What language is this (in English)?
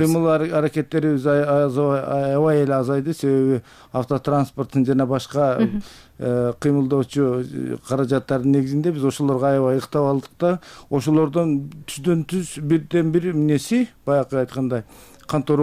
Kyrgyz